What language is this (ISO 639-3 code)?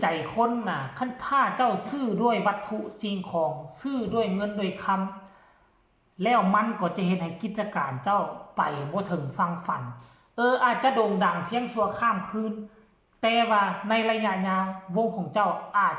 tts